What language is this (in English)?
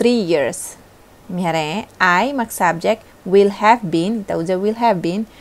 Tetum